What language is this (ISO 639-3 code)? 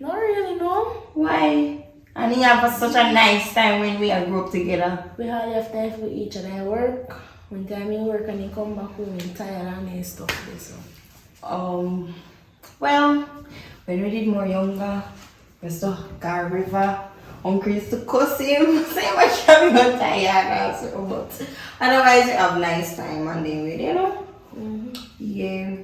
jam